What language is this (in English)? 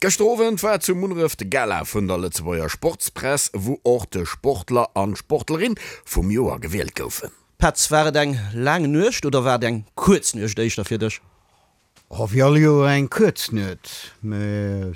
Luxembourgish